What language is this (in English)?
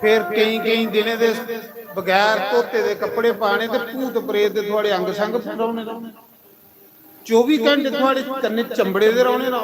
Dogri